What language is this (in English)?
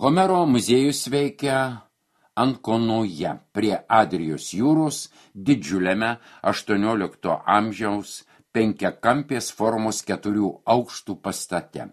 Lithuanian